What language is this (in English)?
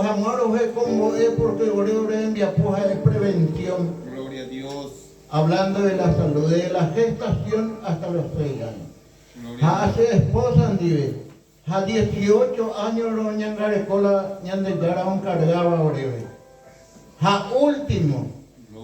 Guarani